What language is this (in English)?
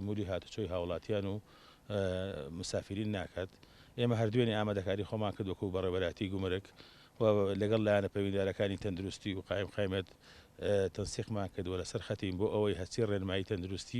Central Kurdish